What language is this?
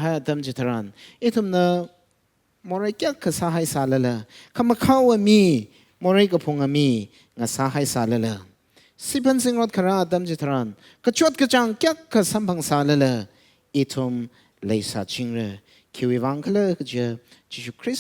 Tangkhul Naga (India)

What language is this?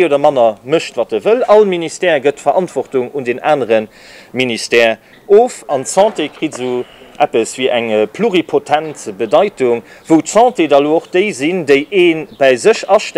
Luxembourgish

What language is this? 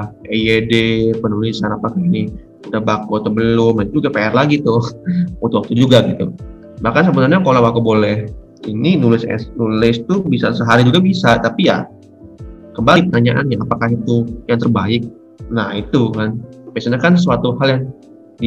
Indonesian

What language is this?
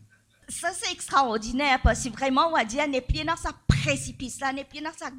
Morisyen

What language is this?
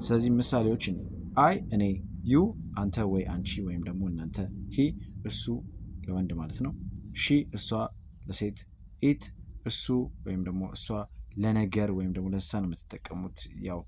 Amharic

